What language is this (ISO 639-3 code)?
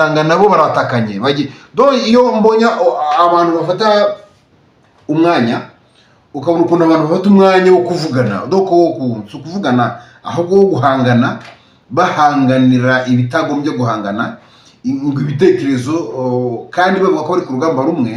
kin